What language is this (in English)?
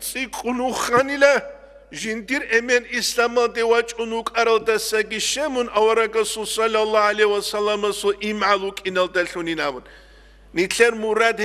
Avaric